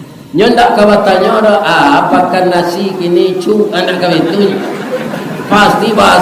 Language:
Minangkabau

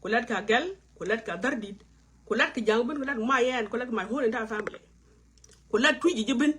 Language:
Nuer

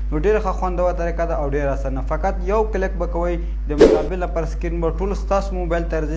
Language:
Pashto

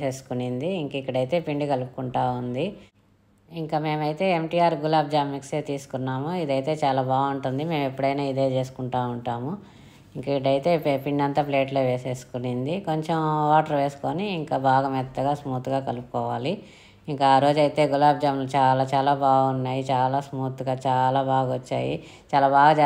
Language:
Telugu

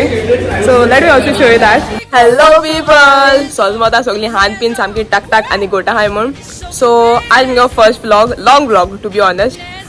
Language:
Konkani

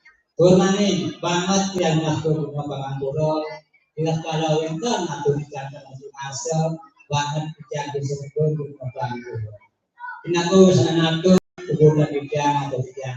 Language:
Balinese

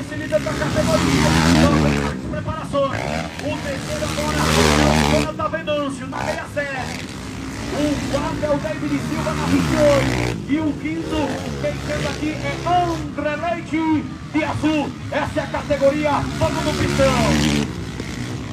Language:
Portuguese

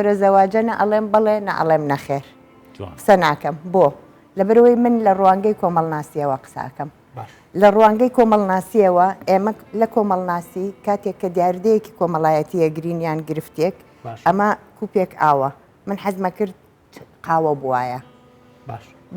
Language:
Central Kurdish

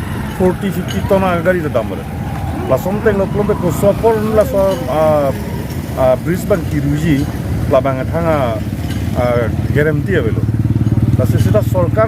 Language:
Karbi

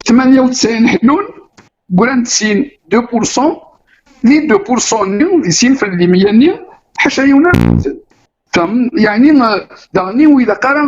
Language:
Kabyle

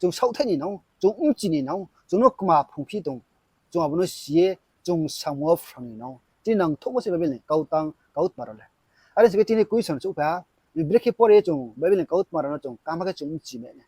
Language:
Riang (India)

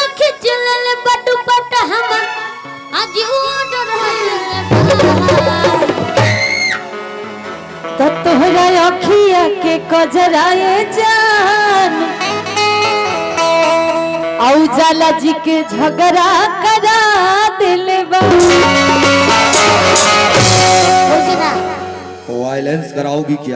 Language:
Bhojpuri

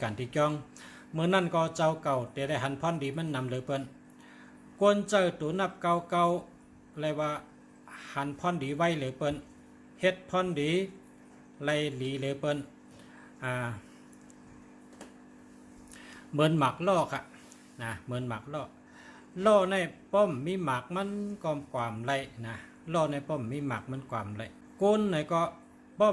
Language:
Shan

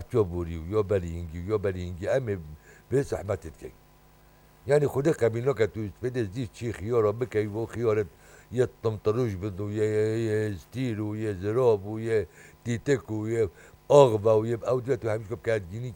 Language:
Kurdish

